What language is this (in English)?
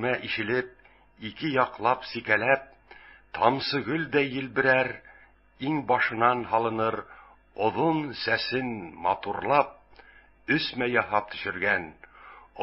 Bashkir